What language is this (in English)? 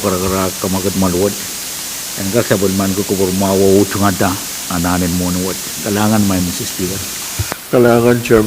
Pohnpeian